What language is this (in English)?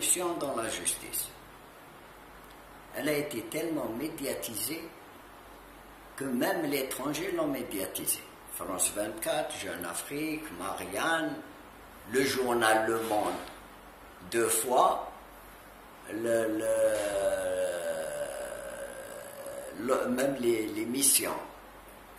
French